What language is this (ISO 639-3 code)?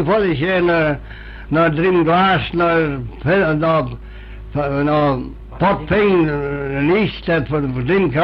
glv